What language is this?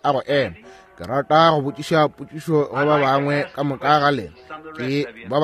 Northern Sotho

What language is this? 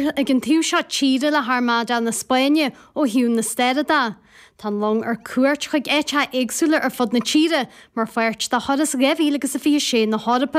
Irish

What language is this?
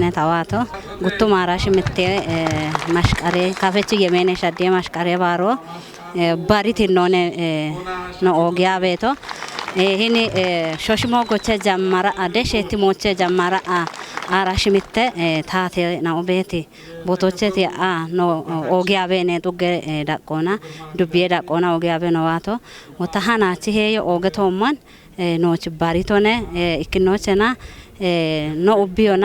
Kafa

